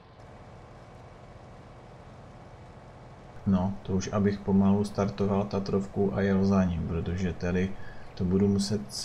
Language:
Czech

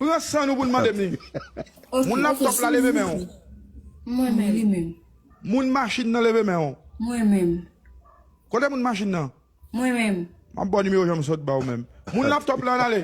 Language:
Haitian Creole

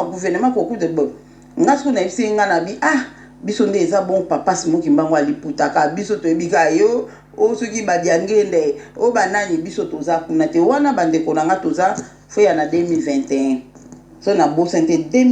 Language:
Lingala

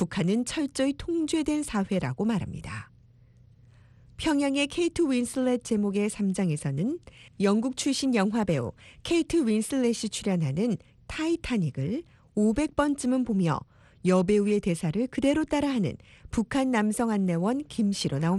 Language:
Korean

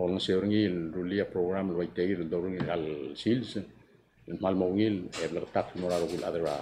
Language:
Palauan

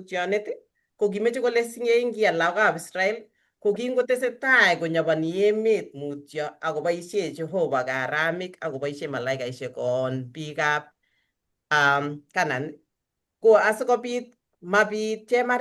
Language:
Kalenjin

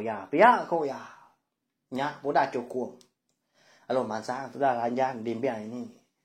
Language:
Iban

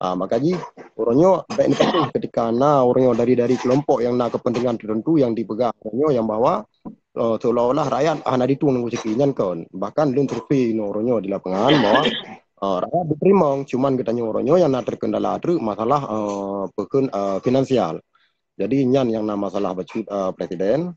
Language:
Achinese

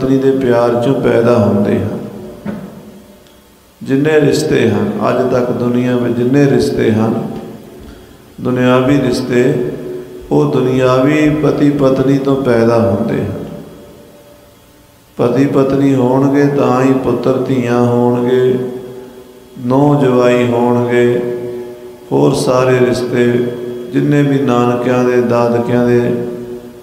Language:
Punjabi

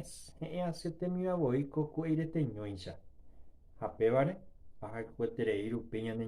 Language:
Guarani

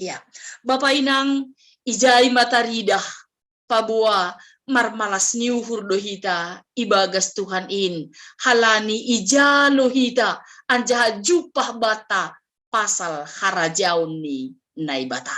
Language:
Batak Simalungun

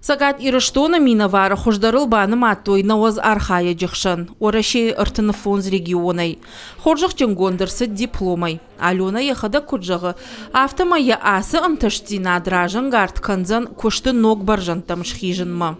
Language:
Ossetic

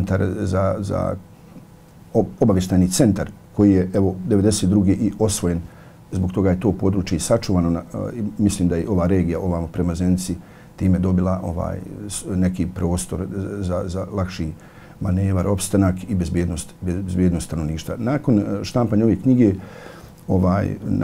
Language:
Bosnian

